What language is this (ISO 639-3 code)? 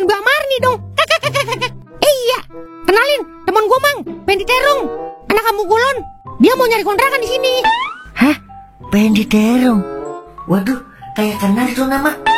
bew